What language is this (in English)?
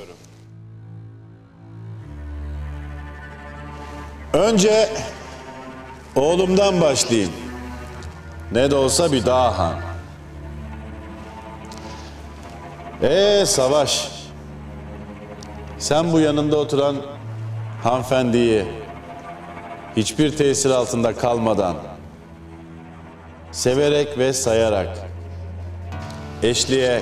Turkish